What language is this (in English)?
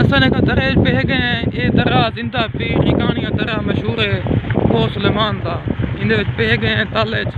Saraiki